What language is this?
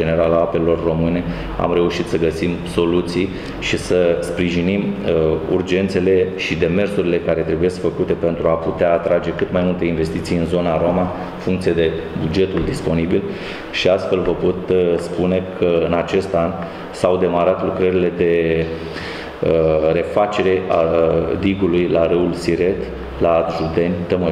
Romanian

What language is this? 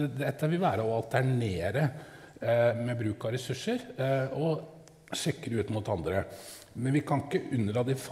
Norwegian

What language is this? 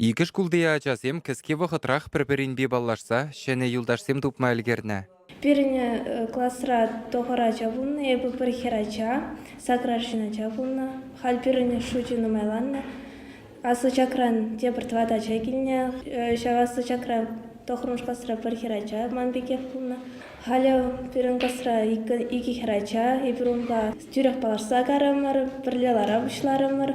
Chuvash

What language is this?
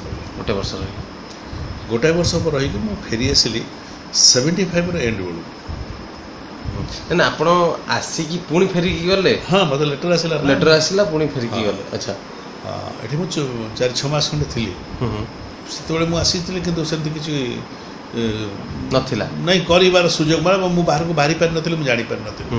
Odia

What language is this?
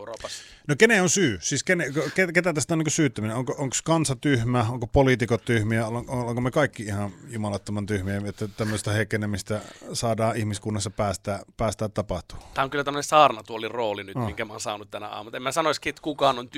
Finnish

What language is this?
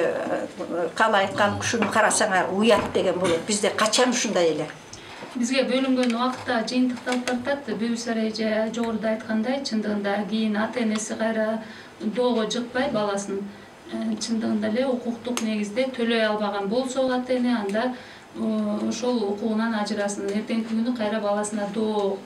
Kyrgyz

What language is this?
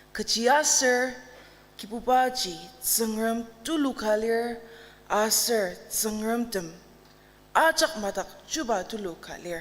Ao Naga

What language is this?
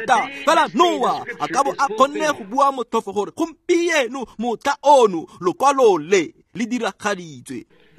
Tswana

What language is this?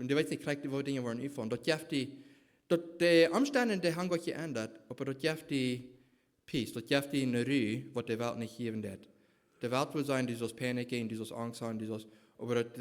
Plautdietsch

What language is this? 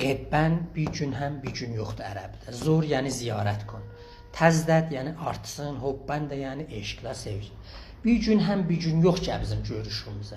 South Azerbaijani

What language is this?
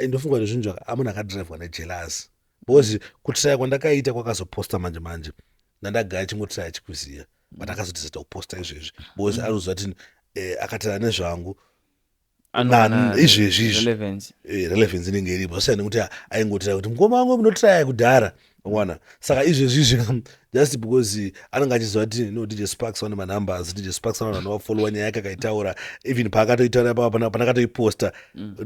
Shona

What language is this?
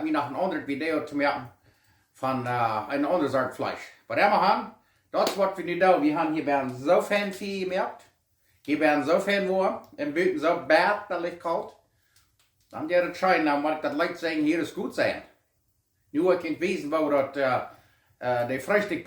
Plautdietsch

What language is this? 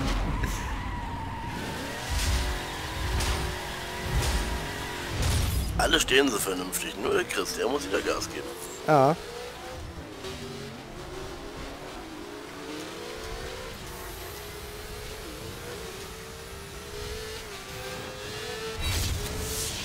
German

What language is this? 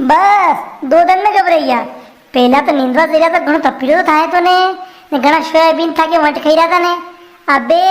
Rajasthani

